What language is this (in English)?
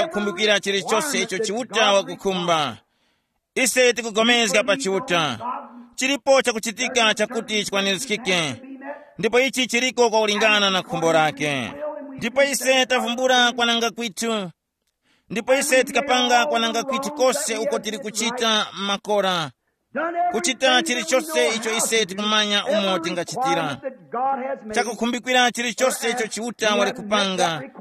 Tumbuka